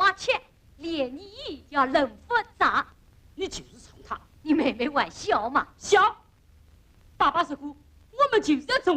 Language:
Wu Chinese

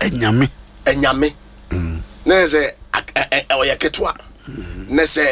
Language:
Akan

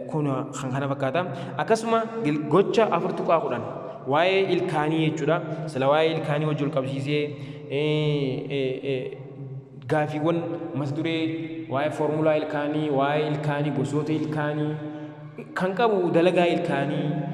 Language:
Oromo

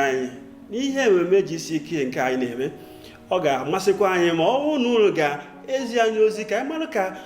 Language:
Igbo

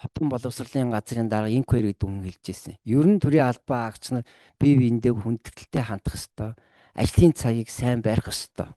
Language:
Mongolian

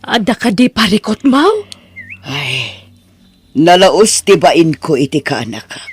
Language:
Iloko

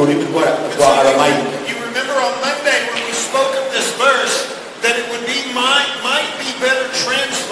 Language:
Kinyarwanda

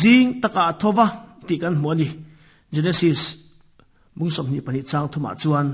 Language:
Mizo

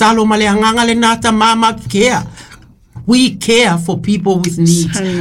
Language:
Samoan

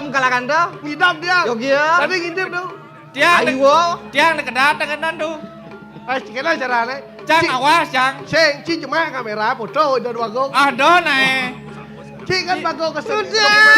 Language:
Balinese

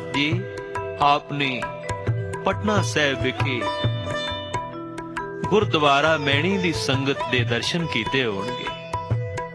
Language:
Punjabi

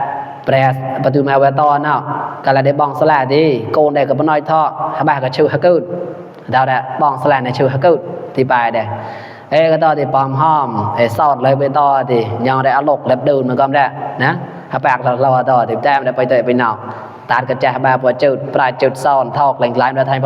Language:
Mon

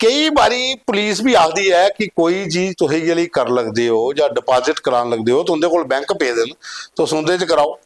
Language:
Dogri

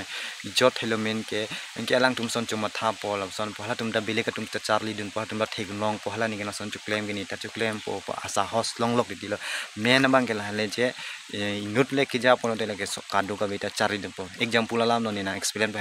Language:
Karbi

